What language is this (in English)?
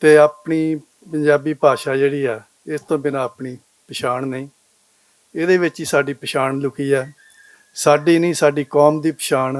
Western Panjabi